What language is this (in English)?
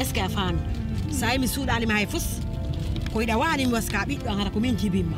Pular